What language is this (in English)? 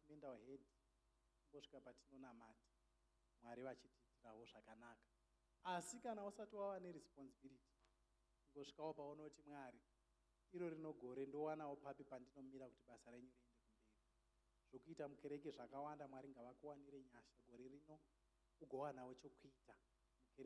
Shona